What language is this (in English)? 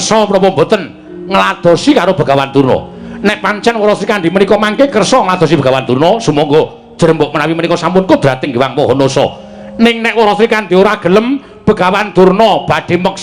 Javanese